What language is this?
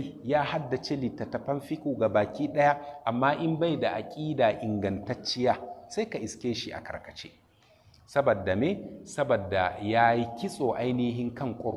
Hausa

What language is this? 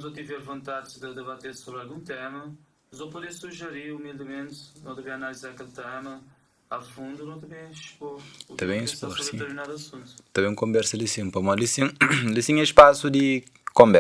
Kabuverdianu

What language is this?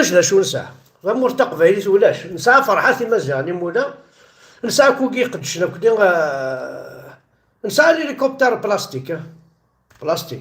Kabyle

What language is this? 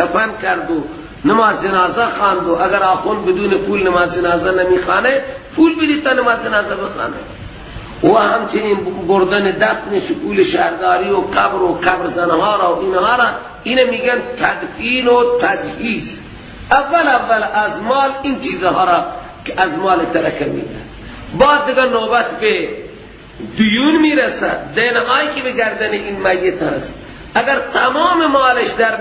Persian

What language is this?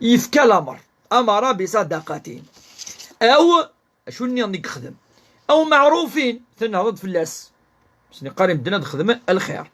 Kabyle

